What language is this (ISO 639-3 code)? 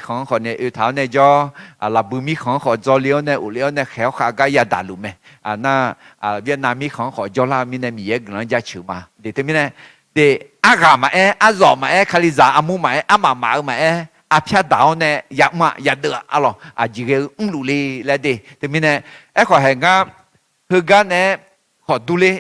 ahk